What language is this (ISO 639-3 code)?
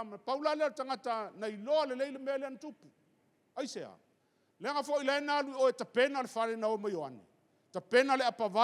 smo